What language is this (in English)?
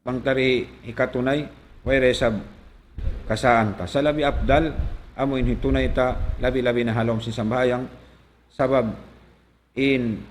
Tausug